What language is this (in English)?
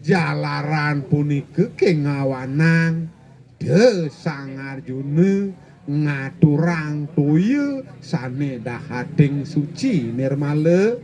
Balinese